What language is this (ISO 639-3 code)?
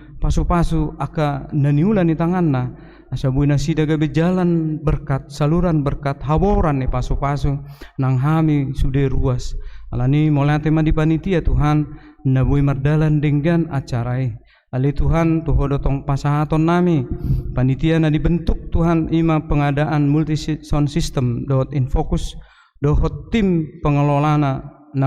bbc